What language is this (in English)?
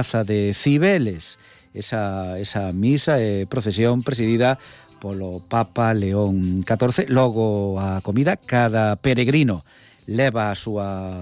Galician